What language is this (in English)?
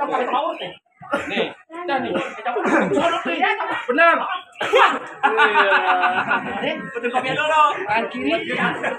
Betawi